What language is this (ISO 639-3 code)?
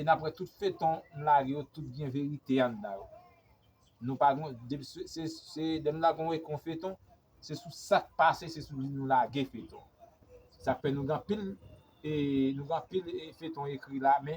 hat